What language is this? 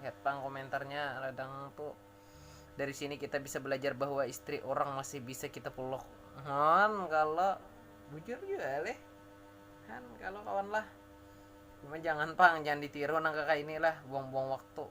Banjar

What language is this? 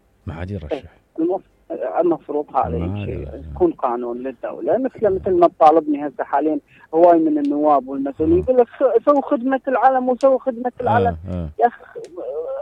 Mesopotamian Arabic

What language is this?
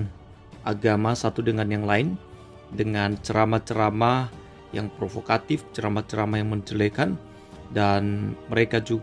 Indonesian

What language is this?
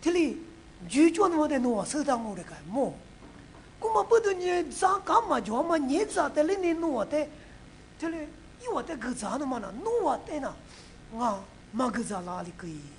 Lisu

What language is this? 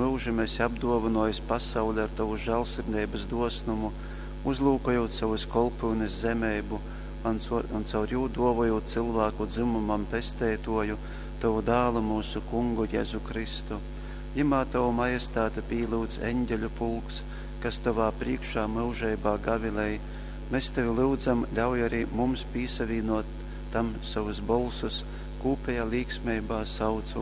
Latgalian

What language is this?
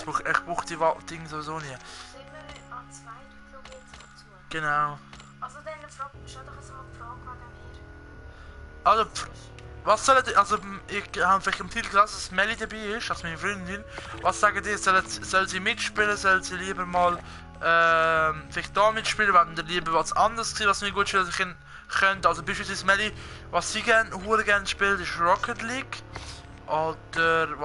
Swiss German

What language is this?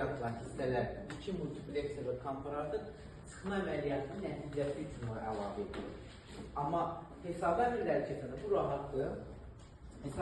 Azerbaijani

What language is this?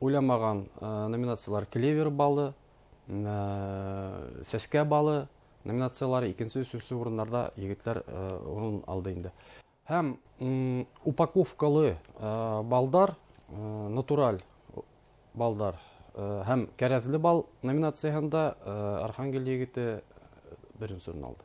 Bashkir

